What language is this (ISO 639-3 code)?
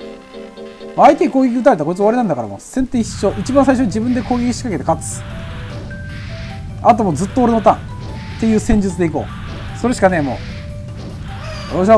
jpn